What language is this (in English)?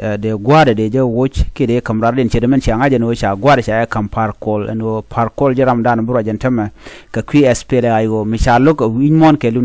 Nuer